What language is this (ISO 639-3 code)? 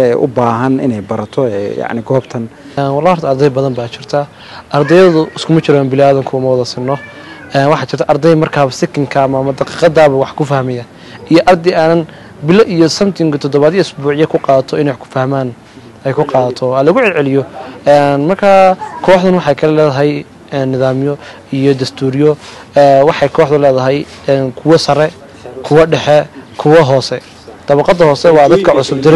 som